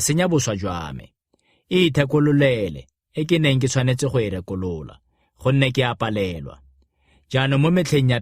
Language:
Tswana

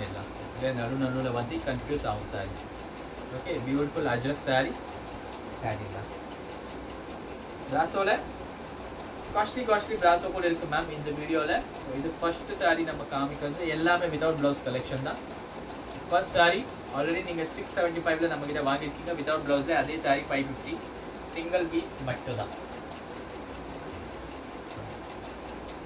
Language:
Tamil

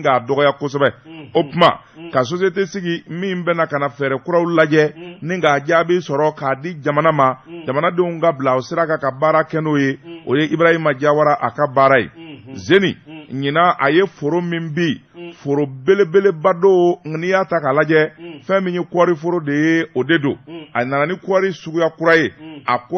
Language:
Bambara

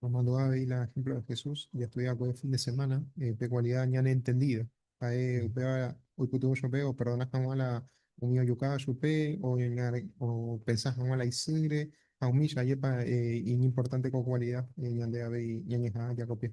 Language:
Guarani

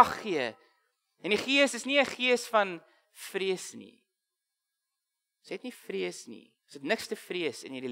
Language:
Afrikaans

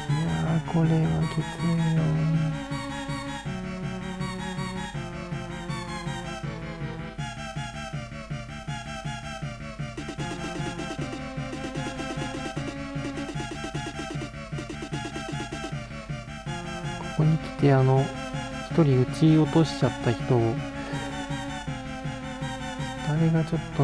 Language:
Japanese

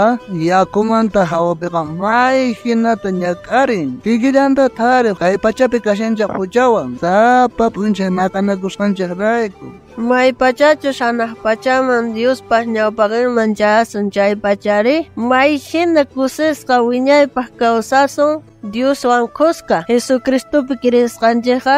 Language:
South Bolivian Quechua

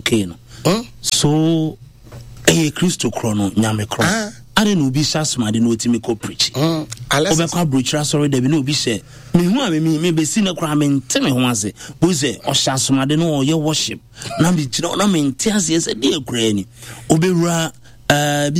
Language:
Akan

